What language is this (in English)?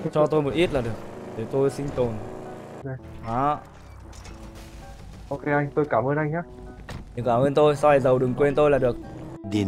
Vietnamese